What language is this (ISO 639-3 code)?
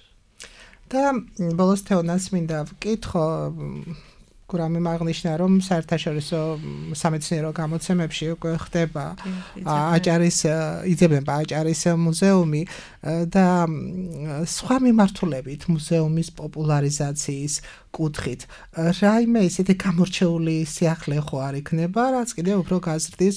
kat